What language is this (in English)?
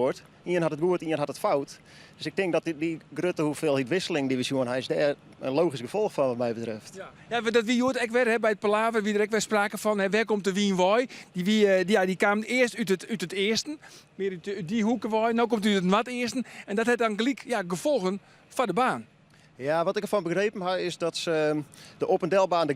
Western Frisian